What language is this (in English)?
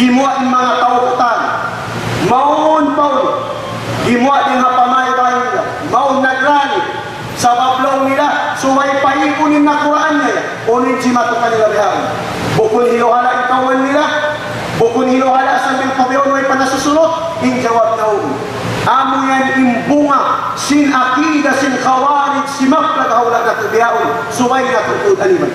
Tausug